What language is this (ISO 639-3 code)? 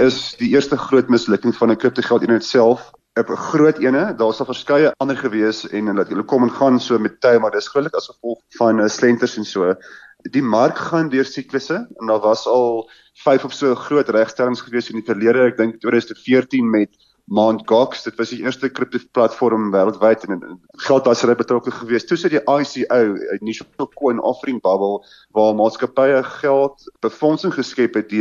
afr